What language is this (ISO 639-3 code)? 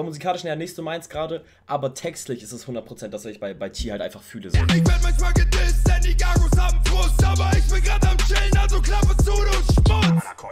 deu